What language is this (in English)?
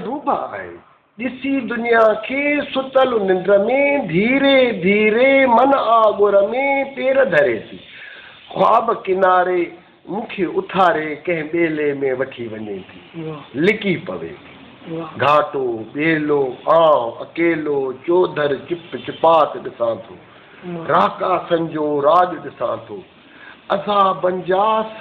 Sindhi